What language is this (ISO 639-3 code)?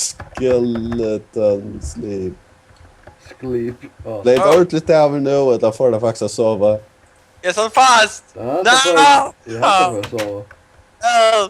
fao